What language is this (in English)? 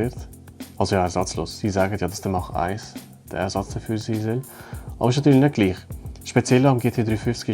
Swiss German